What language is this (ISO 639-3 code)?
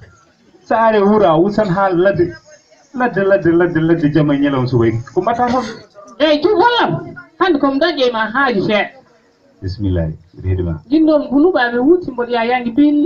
ful